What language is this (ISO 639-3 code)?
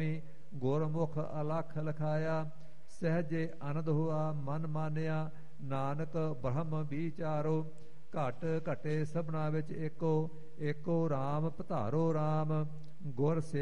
pan